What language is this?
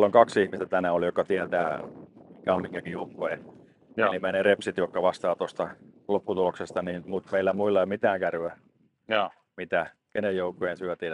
Finnish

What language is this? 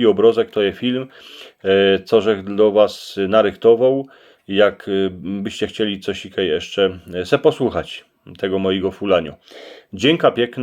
Silesian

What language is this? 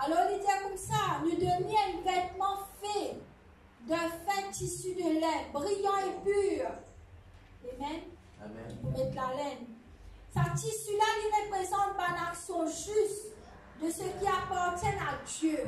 Morisyen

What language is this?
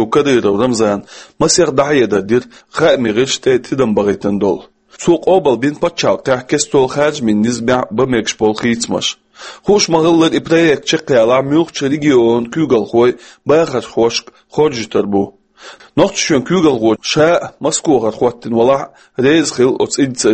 Chechen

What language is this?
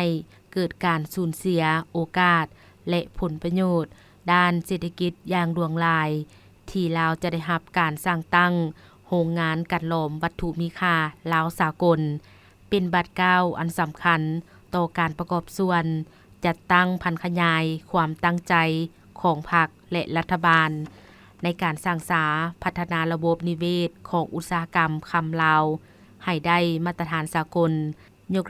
Lao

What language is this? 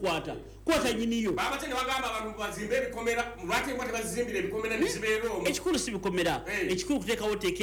Ganda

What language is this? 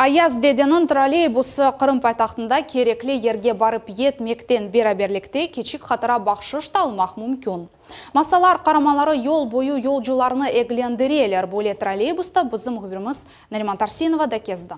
Crimean Tatar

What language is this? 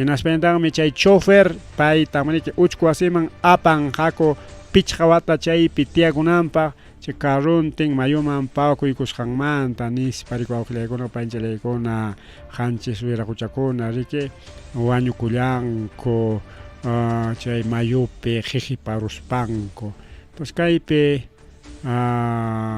Ayacucho Quechua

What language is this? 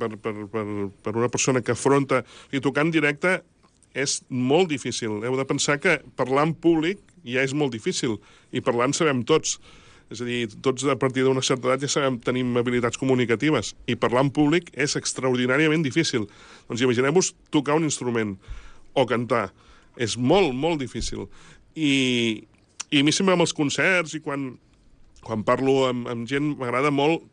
Catalan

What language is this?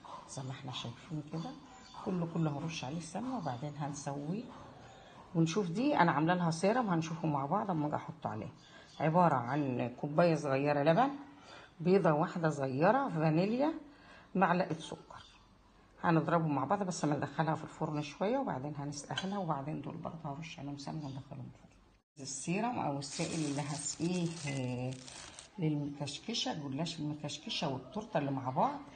Egyptian Arabic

